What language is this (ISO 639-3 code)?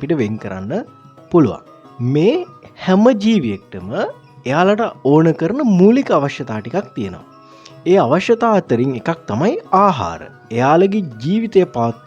sin